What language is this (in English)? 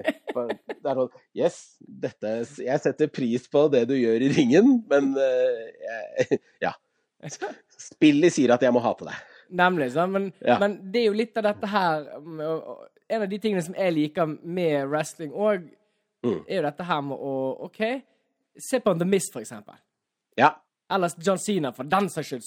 Norwegian